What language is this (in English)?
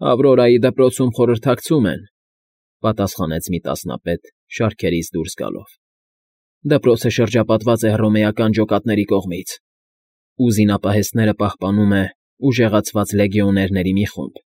Armenian